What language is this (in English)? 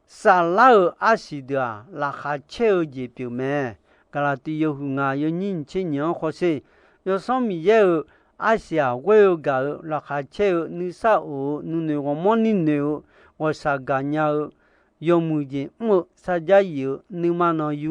Akha